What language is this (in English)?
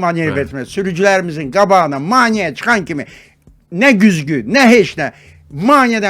Azerbaijani